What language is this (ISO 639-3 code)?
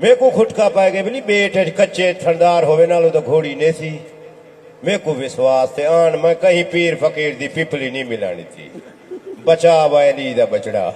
skr